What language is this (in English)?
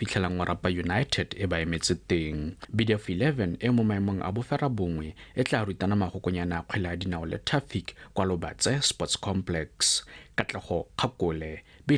Tswana